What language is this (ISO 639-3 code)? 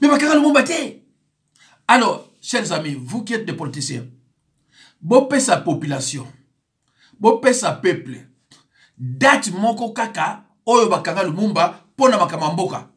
lin